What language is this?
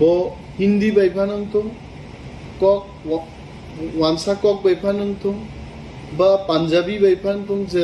Kok Borok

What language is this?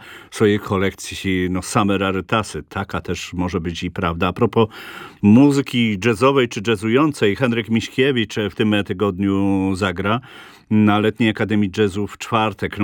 Polish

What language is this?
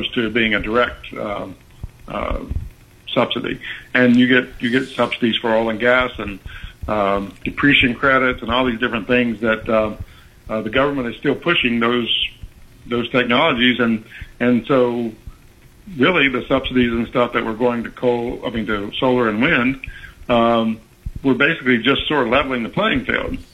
English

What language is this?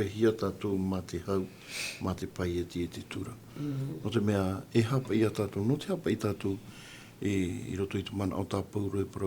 Tahitian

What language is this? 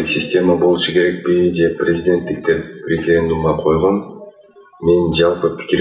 Kyrgyz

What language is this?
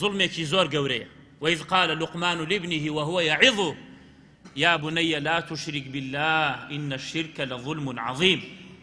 Central Kurdish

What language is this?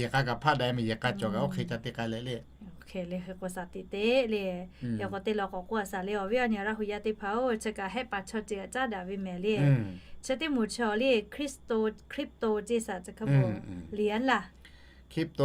Lahu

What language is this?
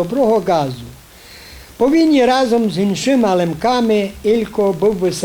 Rusyn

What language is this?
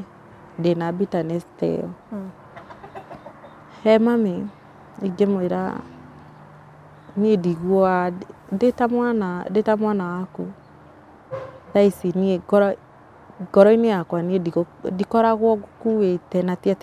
Kikuyu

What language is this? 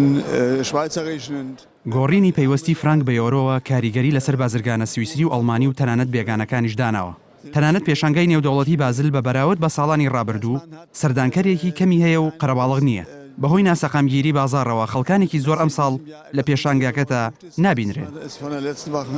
Central Kurdish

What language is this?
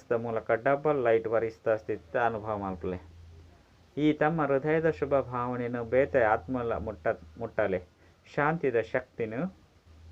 Tulu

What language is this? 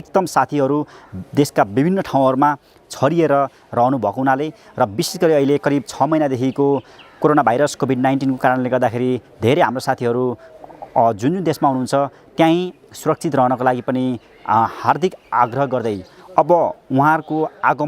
Nepali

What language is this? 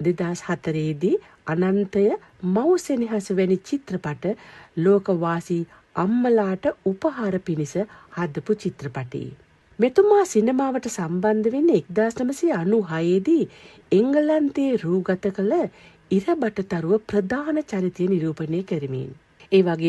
Sinhala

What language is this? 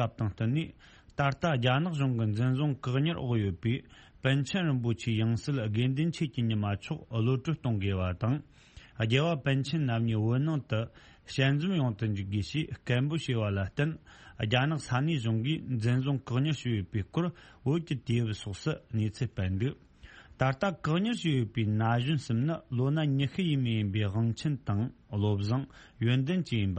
Tibetan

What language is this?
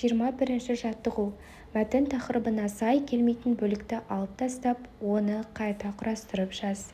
Kazakh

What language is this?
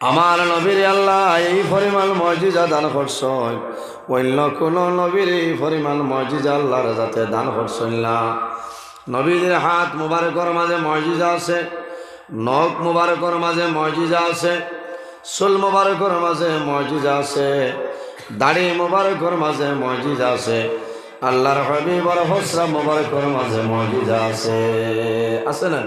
Sylheti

